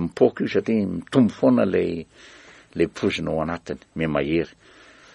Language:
Malagasy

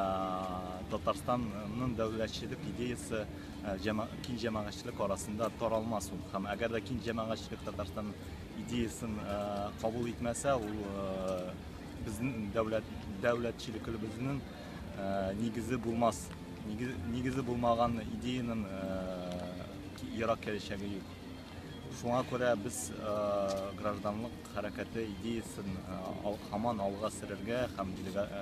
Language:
Tatar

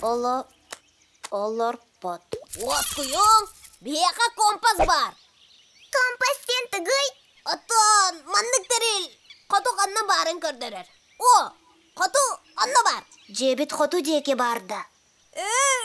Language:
Yakut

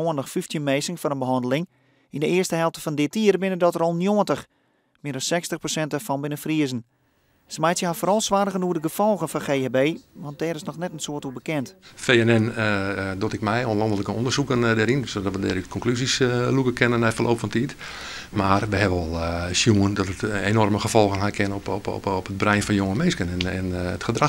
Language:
Western Frisian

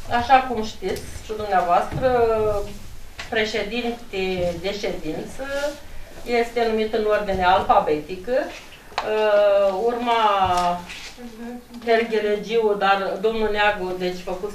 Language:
Romanian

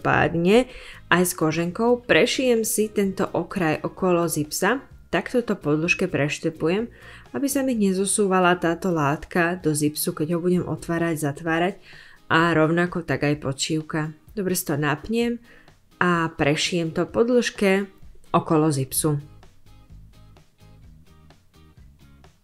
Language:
Slovak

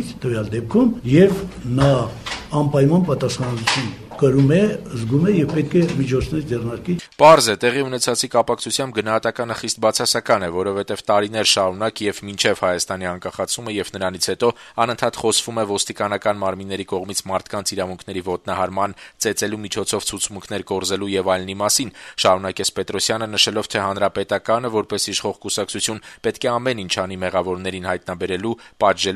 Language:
Armenian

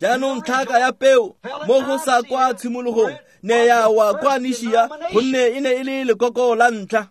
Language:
Tswana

